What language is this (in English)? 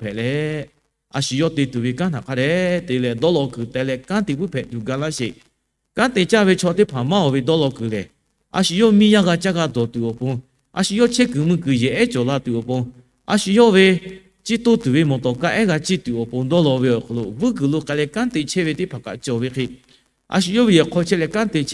Lahu